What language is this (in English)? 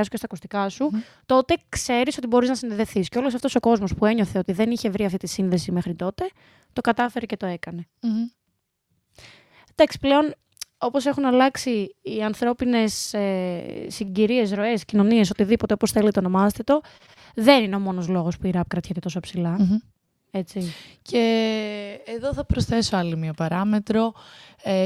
Greek